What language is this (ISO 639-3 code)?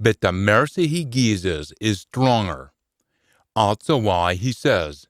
sco